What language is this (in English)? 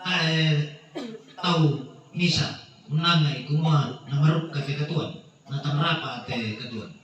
Toraja-Sa'dan